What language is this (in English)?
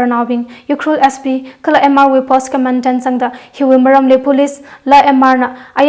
Tangkhul Naga (India)